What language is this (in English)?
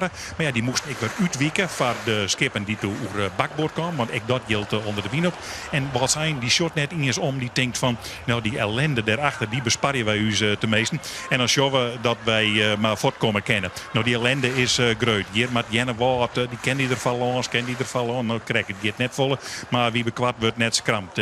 Western Frisian